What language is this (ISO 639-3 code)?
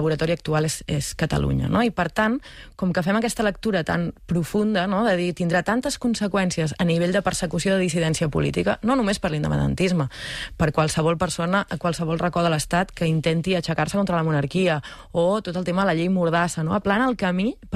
cat